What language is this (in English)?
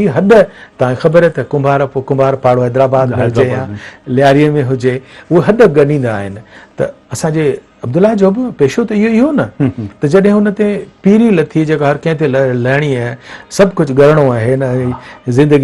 Sindhi